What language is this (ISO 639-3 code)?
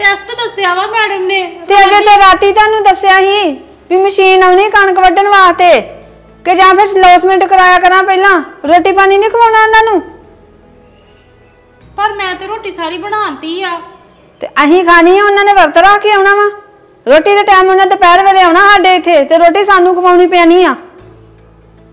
pan